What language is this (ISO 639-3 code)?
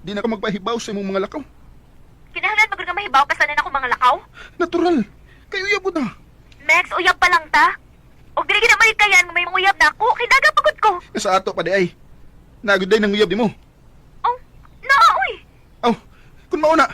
ceb